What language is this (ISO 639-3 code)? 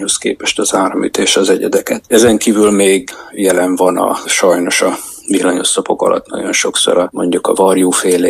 hun